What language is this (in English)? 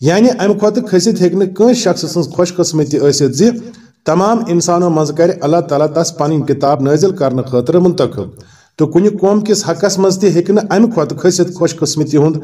Kashmiri